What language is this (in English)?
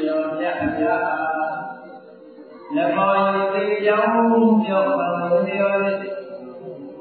Burmese